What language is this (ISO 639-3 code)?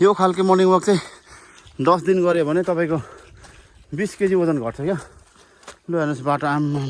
nep